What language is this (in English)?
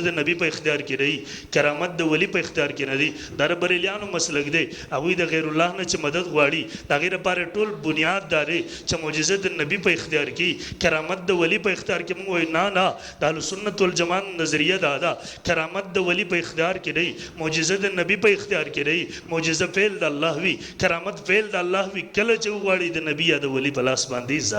Pashto